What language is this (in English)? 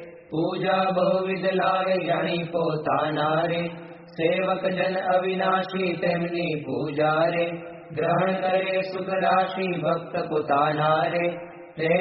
Gujarati